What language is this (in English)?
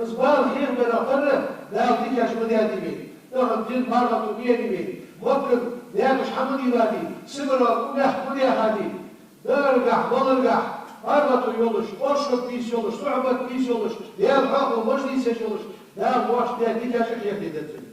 Ingush